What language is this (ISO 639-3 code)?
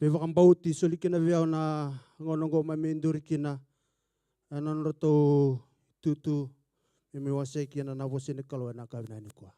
fij